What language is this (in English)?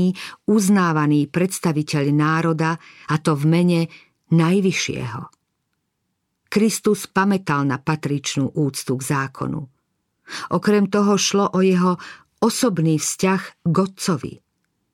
Slovak